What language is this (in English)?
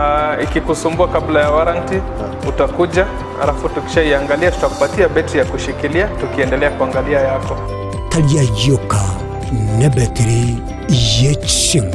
Gusii